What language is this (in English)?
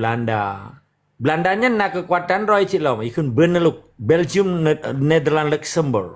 Achinese